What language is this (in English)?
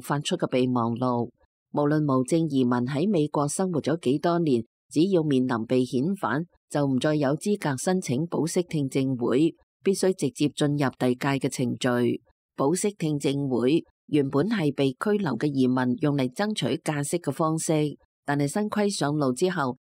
Cantonese